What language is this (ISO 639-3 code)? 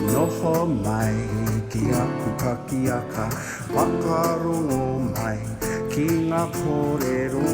mri